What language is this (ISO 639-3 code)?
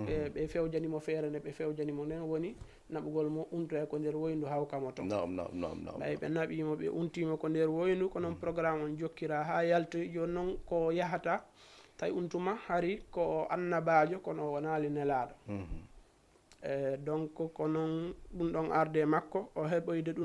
ful